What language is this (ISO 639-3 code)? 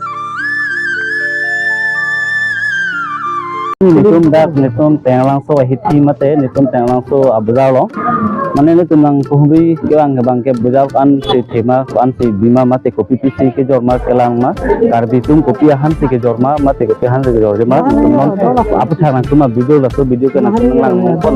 mjw